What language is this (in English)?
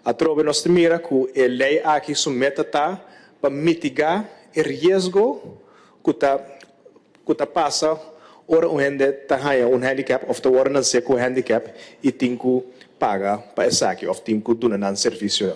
Papiamento